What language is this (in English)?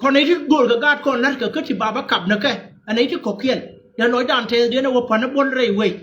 Nuer